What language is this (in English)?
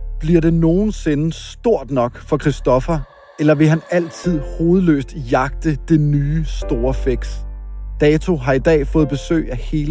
Danish